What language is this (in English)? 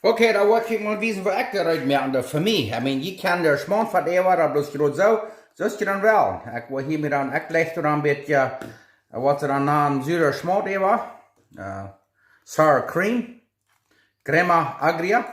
Plautdietsch